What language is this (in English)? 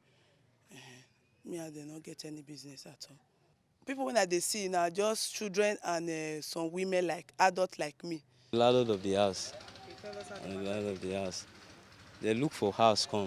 Nigerian Pidgin